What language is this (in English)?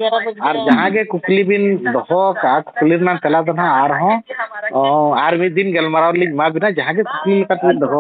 Santali